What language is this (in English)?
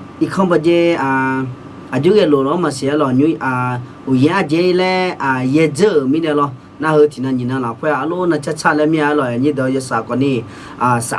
Akha